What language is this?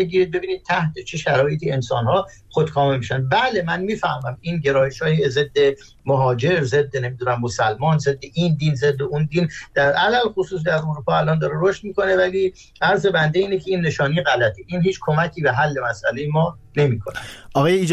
Persian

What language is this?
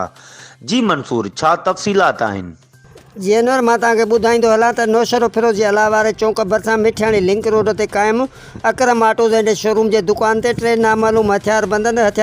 Sindhi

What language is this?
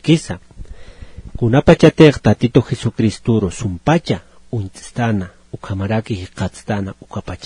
Aymara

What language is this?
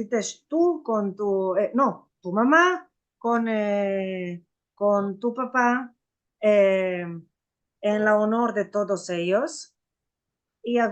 Ladino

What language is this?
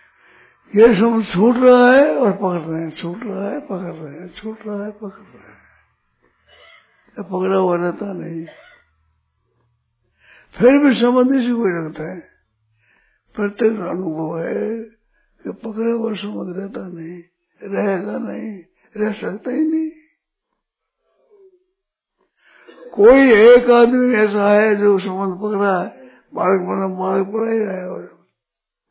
Hindi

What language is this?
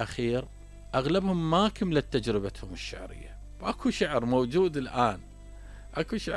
Mesopotamian Arabic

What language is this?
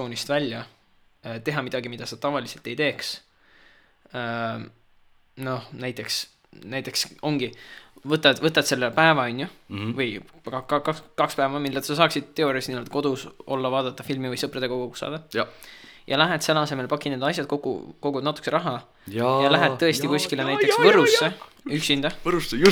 Estonian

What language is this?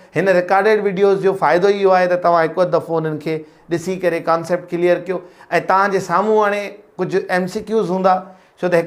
Sindhi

